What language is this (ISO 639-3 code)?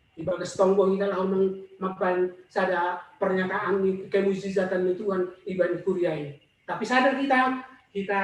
bts